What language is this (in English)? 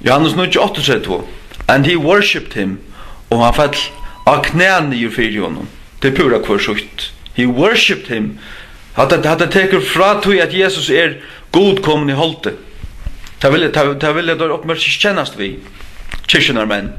Faroese